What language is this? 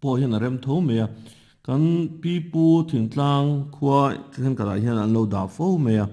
Mizo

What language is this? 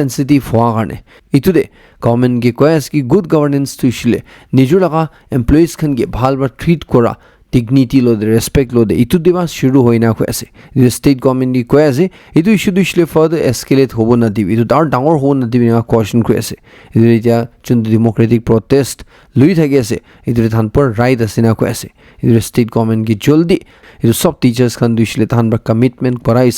Naga Pidgin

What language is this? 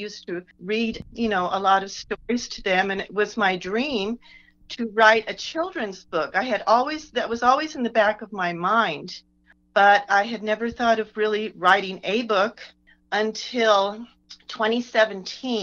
English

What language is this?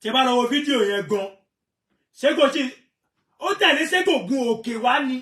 Yoruba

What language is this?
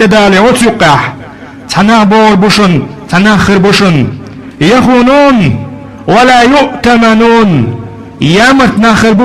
Chechen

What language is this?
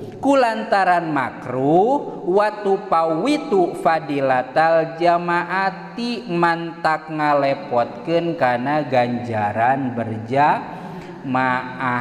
Sundanese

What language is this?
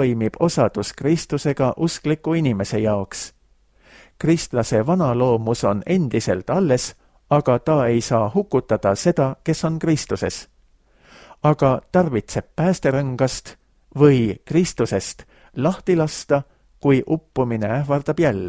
Estonian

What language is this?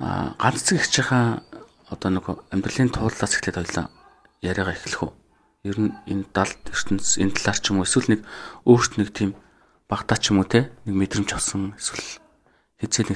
Mongolian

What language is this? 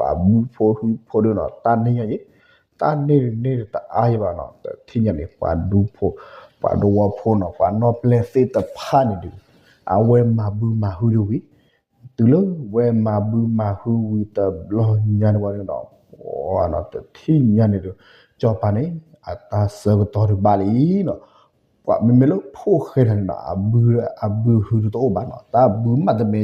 S'gaw Karen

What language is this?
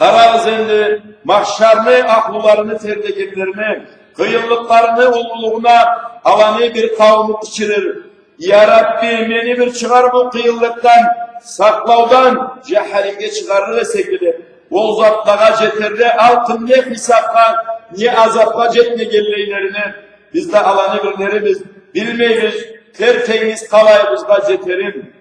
Karachay-Balkar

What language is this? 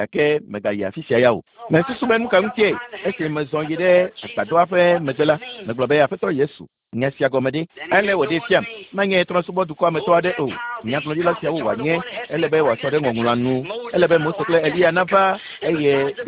Ewe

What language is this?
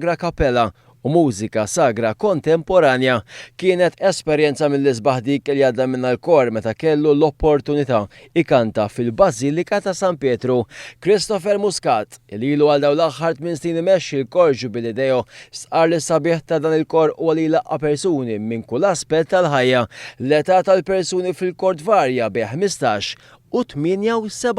Maltese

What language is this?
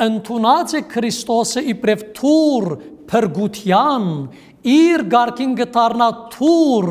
Western Armenian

